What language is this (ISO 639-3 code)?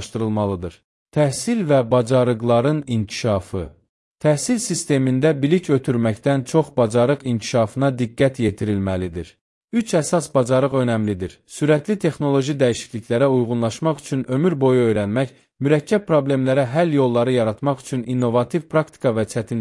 aze